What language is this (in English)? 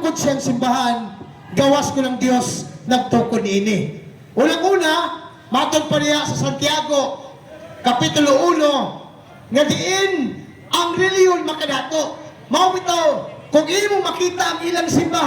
Cebuano